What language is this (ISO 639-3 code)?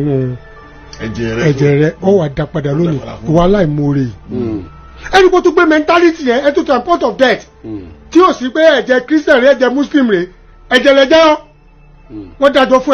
yor